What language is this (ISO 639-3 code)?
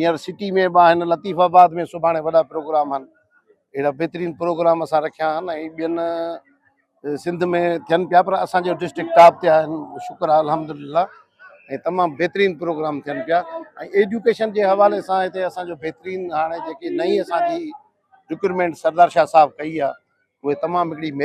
snd